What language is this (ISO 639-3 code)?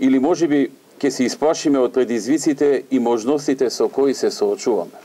mkd